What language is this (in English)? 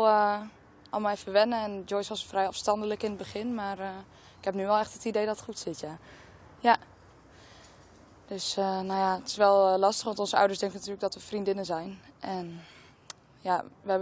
Dutch